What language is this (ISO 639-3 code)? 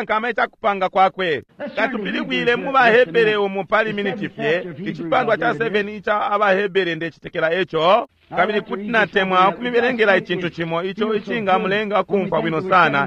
bem